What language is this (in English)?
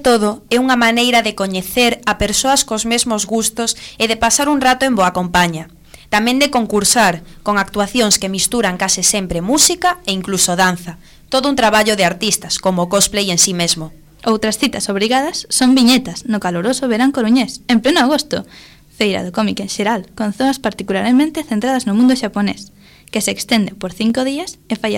Galician